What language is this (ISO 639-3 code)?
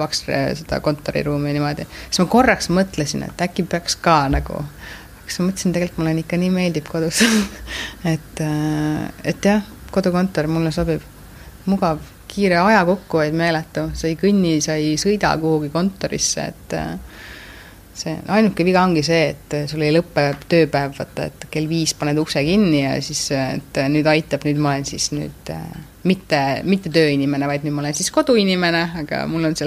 est